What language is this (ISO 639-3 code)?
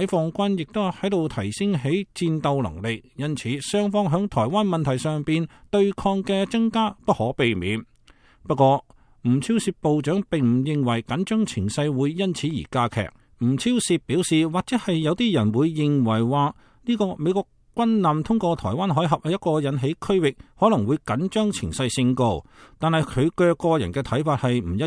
yue